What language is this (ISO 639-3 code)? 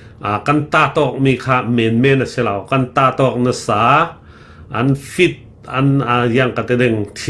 cfm